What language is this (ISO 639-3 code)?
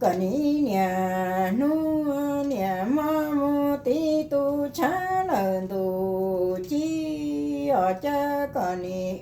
hmn